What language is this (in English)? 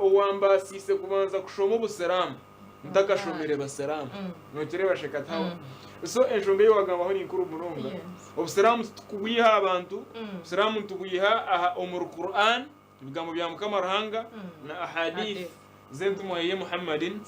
Nyankole